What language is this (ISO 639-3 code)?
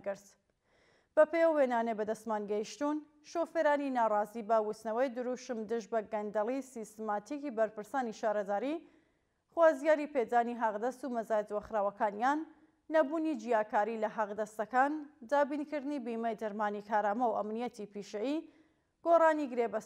ckb